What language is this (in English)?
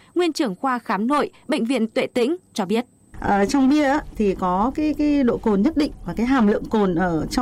Vietnamese